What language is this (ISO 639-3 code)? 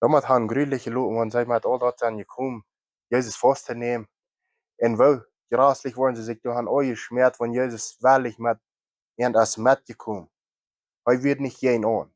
pdt